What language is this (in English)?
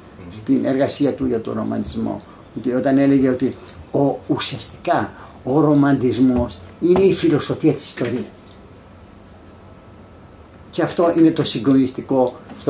Greek